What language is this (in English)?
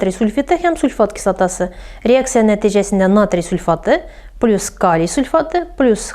Tatar